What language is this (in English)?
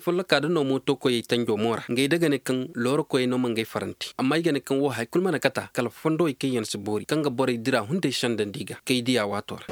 Zarma